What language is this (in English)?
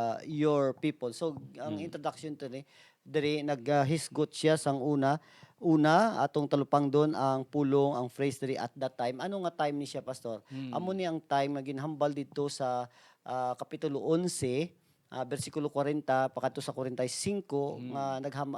Hiligaynon